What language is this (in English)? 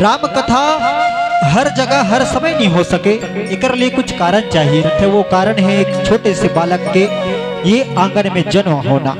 Chhattisgarhi